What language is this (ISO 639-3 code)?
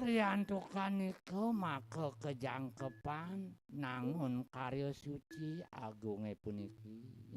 ban